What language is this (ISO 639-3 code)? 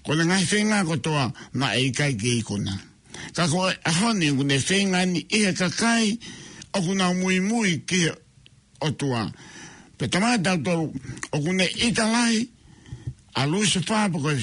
ton